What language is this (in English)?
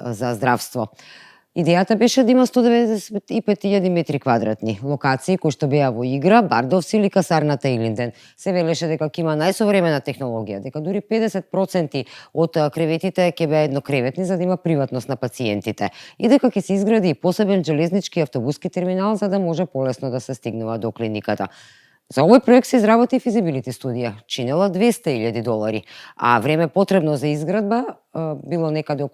Macedonian